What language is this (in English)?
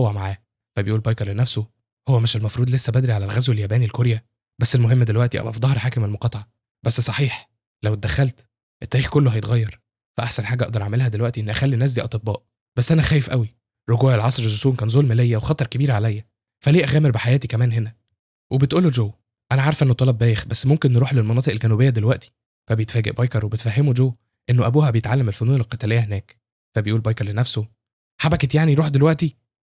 Egyptian Arabic